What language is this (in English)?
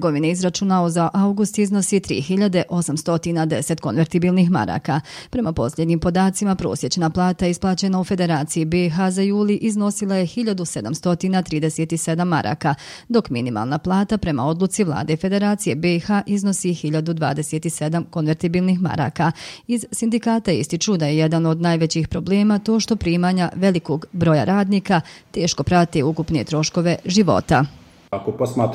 Bosnian